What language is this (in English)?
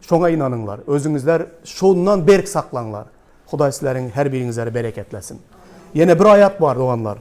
Turkmen